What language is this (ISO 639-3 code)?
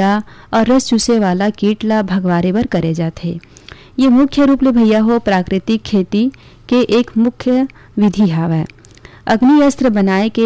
hne